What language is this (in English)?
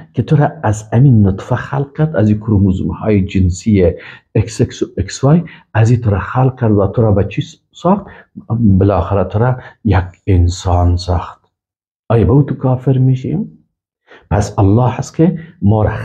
Persian